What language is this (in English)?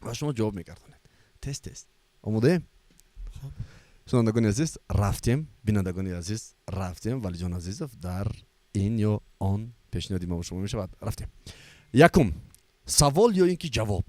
Tajik